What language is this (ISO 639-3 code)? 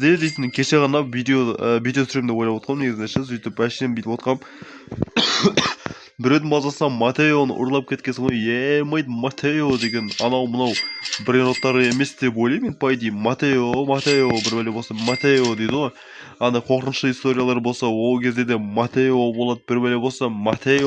kaz